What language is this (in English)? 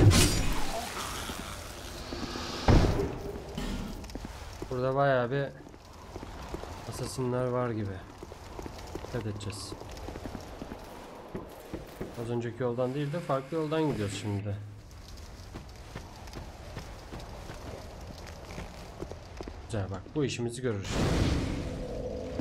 Turkish